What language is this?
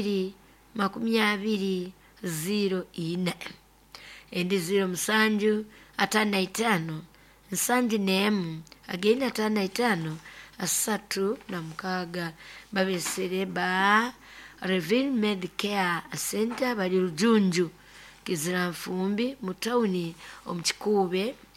Nyoro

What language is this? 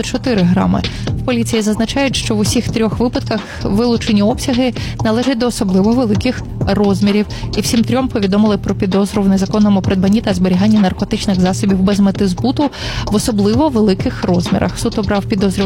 Ukrainian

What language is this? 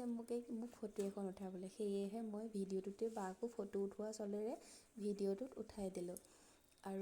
Assamese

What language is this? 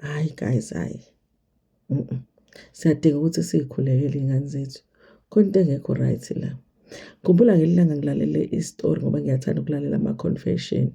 Zulu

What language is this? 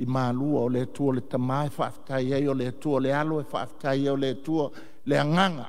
Samoan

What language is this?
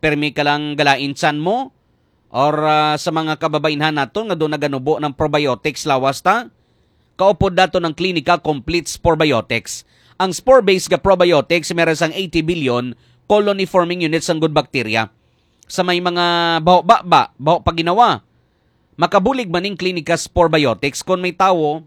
Hiligaynon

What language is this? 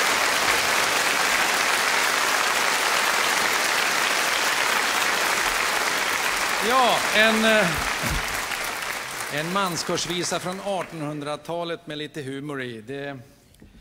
Swedish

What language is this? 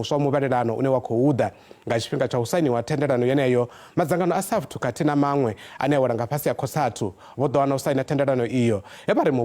Venda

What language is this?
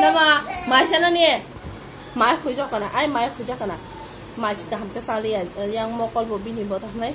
Kok Borok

